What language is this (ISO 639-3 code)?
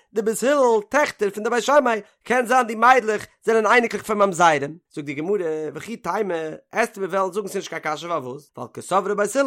yid